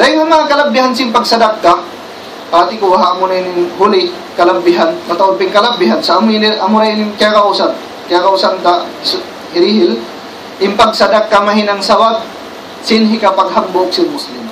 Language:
Tausug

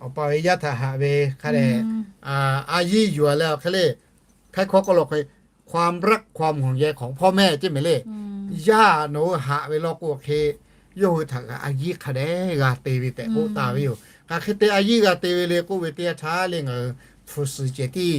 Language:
Lahu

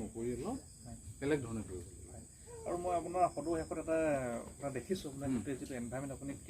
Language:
Assamese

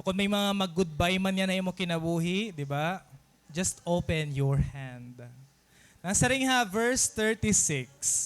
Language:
Waray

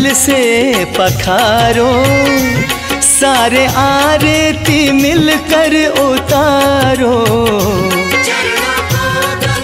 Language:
Hindi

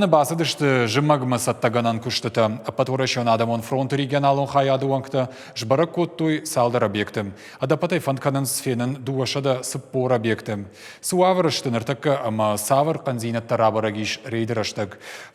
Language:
Ossetic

